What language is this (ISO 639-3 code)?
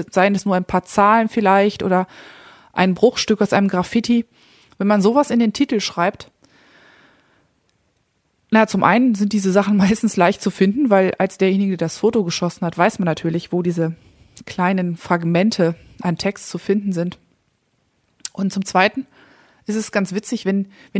deu